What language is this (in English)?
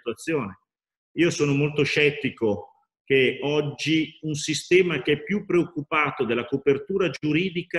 Italian